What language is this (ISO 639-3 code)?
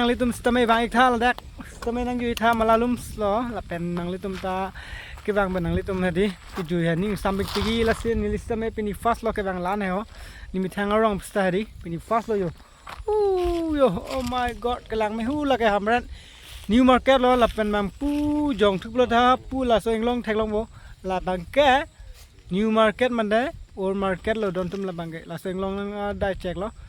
mjw